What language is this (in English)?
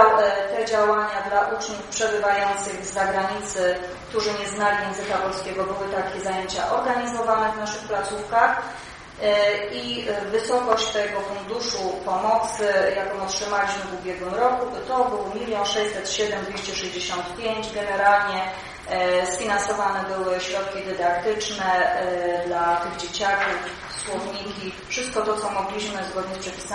Polish